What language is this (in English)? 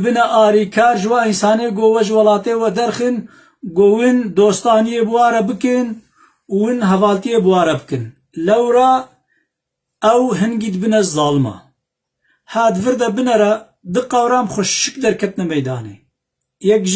Kurdish